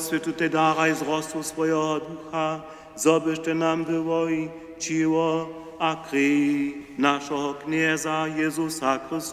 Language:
Upper Sorbian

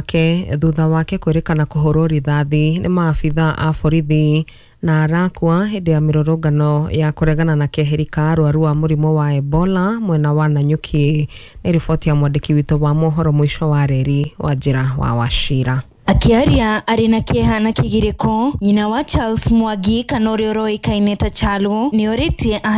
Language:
Kikuyu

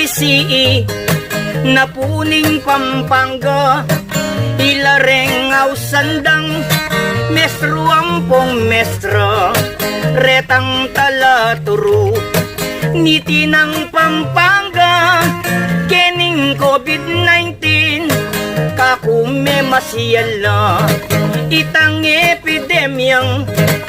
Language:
Pampanga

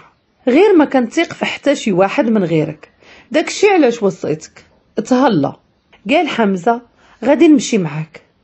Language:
Moroccan Arabic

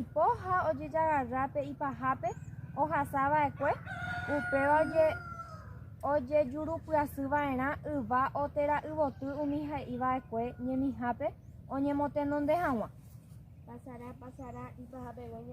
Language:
Guarani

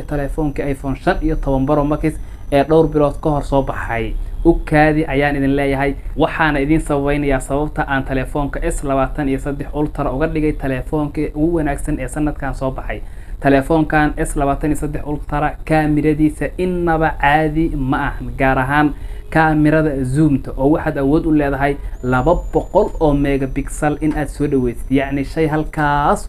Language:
Somali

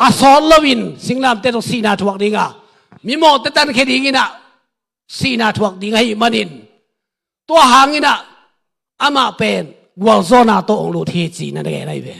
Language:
Tedim Chin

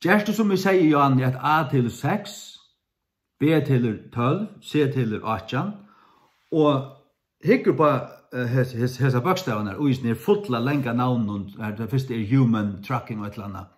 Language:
Faroese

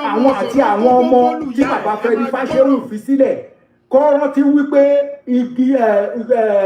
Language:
Yoruba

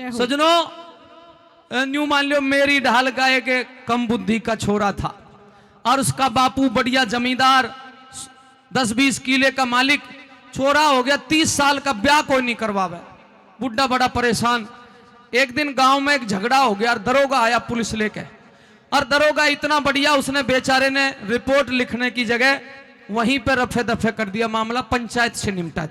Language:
Haryanvi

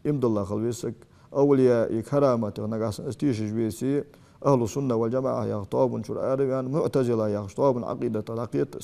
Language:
Ingush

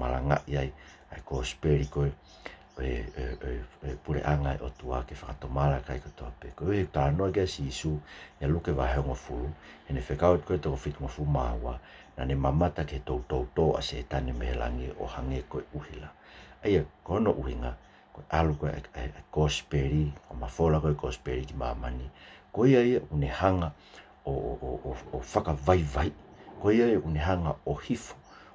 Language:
Tongan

